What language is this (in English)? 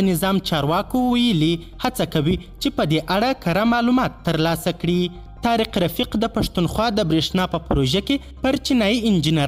Pashto